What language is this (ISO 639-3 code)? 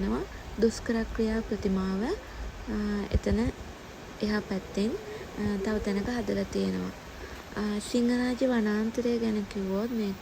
sin